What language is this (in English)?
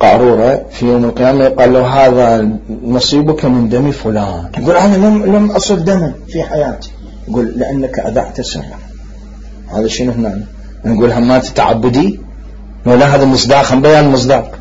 Mesopotamian Arabic